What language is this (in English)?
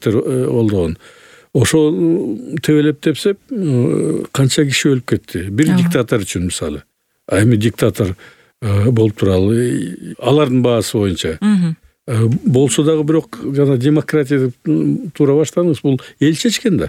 Kyrgyz